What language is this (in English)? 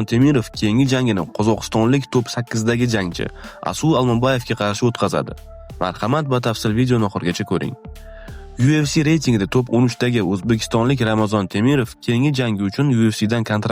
Uzbek